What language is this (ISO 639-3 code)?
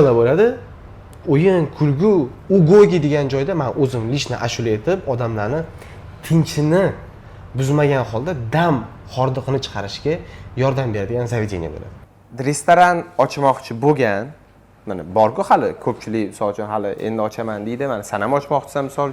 uzb